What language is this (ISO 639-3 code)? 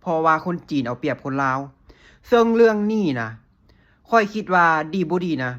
lao